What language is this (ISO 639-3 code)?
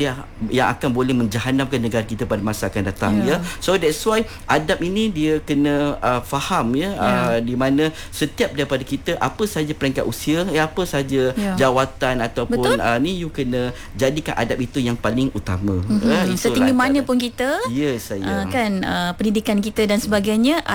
msa